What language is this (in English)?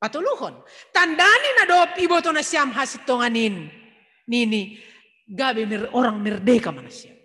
Batak Simalungun